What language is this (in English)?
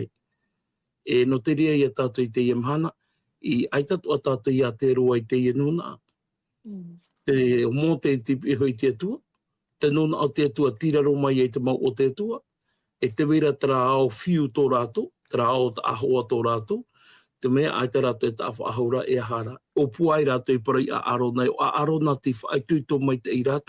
Tahitian